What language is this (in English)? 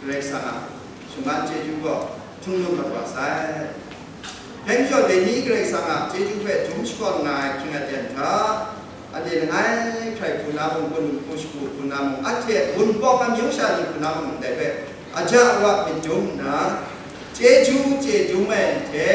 Kachin